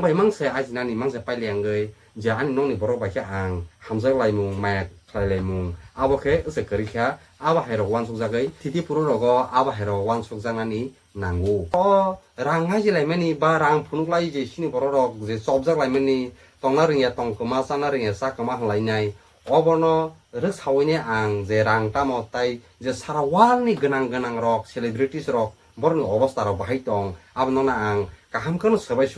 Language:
Kok Borok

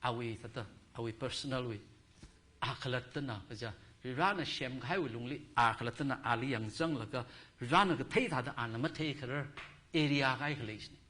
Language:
Tangkhul Naga (India)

